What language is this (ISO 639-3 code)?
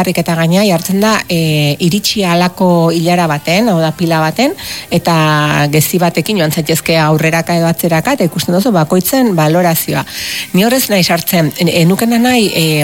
eus